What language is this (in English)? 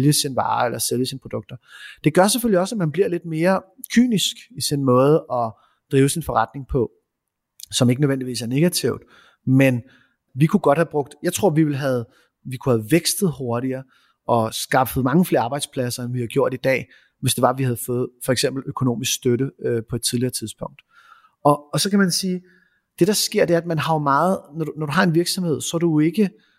Danish